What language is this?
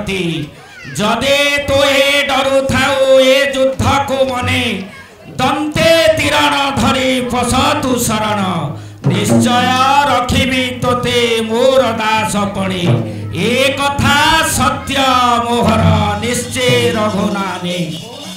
Odia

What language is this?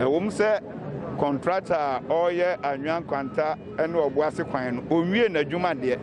Akan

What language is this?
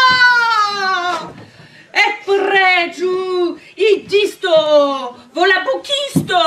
Esperanto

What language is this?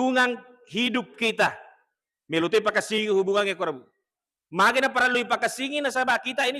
Buginese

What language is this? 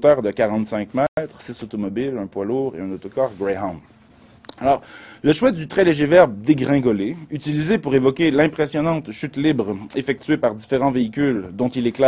French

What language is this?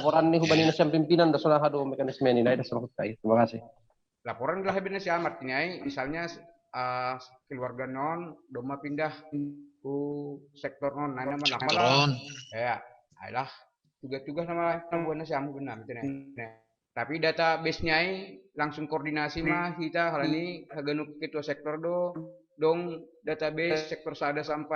Batak Simalungun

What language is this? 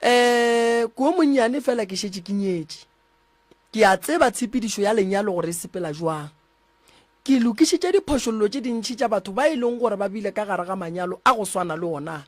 Northern Sotho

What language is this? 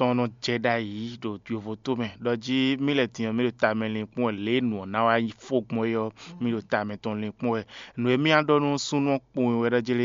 Fon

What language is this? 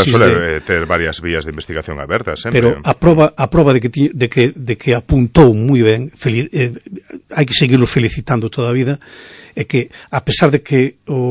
Galician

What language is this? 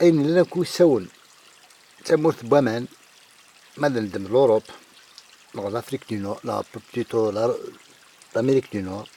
Kabyle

